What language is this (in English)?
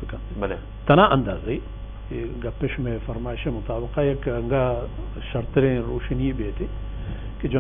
Baluchi